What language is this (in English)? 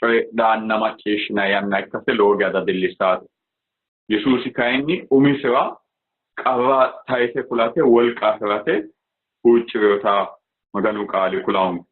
Sidamo